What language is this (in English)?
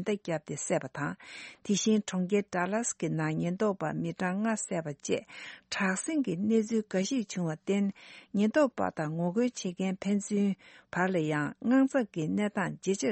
Tibetan